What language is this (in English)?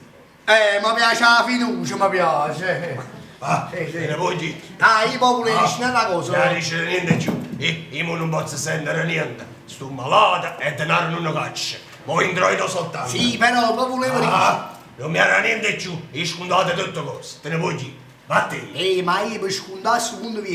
Neapolitan